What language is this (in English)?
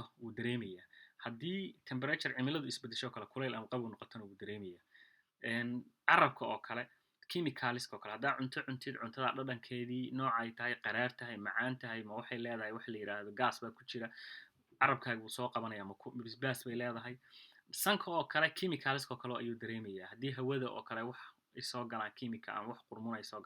Somali